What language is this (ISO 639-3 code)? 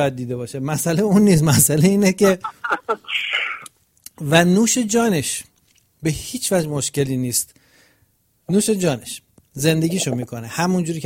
fas